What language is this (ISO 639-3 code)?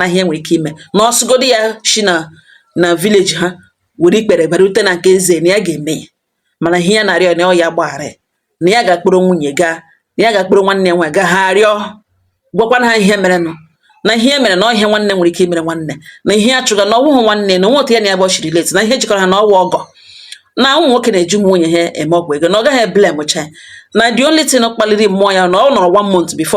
ibo